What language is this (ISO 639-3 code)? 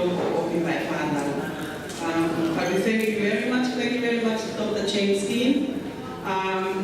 ton